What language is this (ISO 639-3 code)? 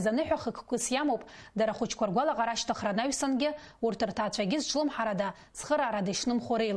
abk